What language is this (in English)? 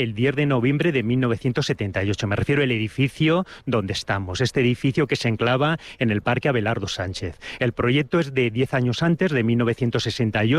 Spanish